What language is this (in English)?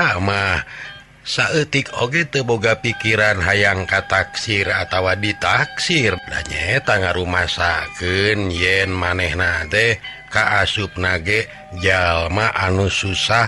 Sundanese